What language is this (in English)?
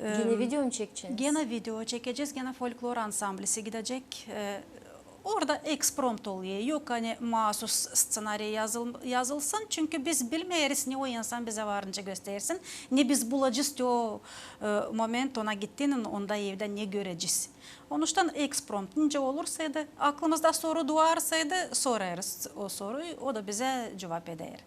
Gagauz